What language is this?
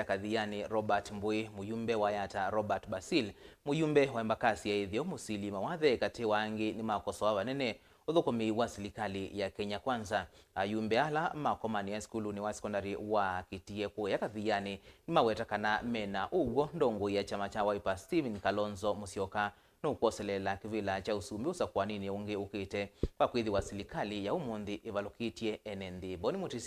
Kamba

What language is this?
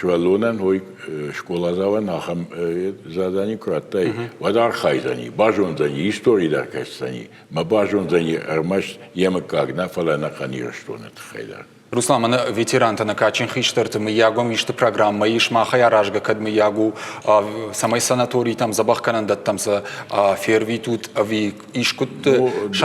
Ossetic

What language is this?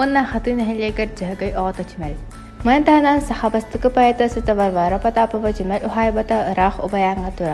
Yakut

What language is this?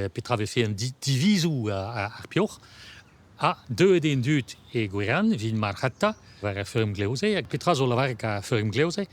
Breton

